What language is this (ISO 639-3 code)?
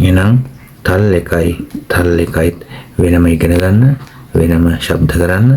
sin